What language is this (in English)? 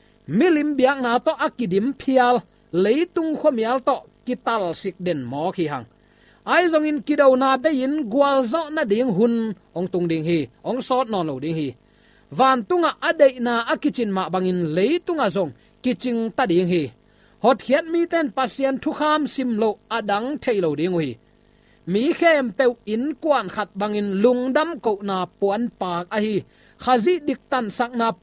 Tedim Chin